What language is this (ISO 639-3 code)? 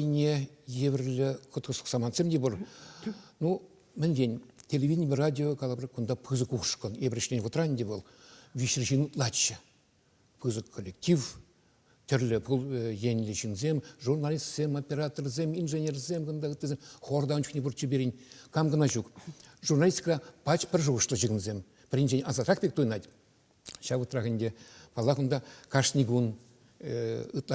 chv